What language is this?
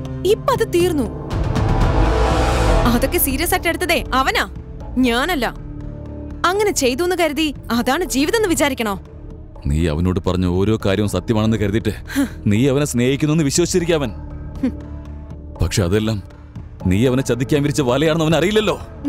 Malayalam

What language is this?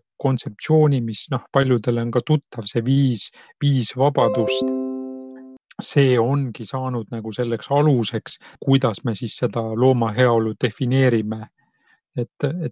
Estonian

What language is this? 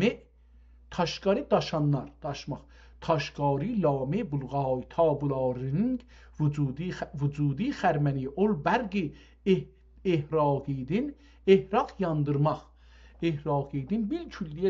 South Azerbaijani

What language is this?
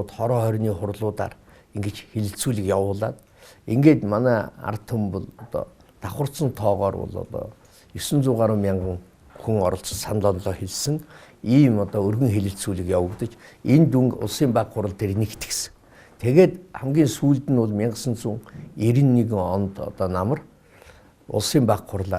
Mongolian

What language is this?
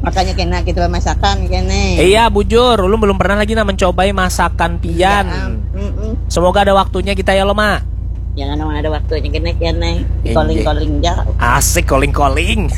Banjar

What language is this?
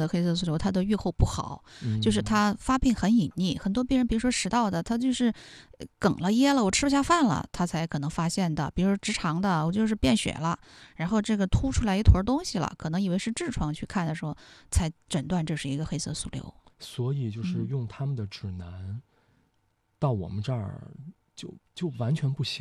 Chinese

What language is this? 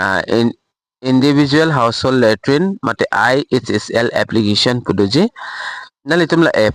Karbi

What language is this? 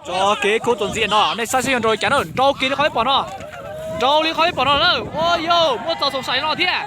Hmong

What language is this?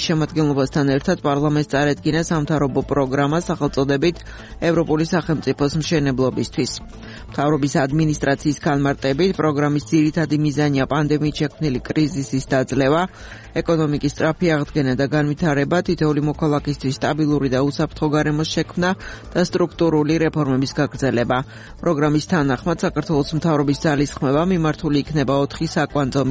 Georgian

